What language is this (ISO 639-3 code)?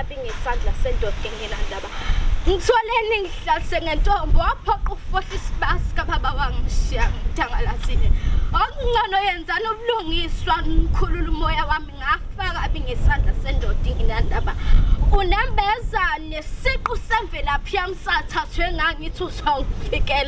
zul